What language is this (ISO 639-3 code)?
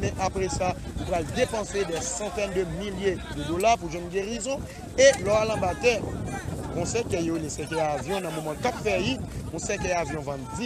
hat